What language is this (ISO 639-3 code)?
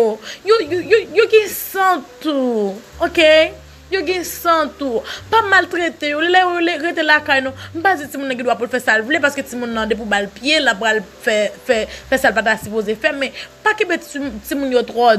hat